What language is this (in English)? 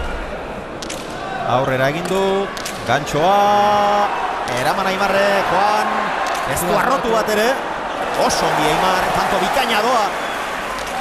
Basque